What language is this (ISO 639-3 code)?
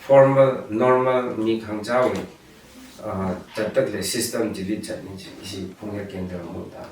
nmf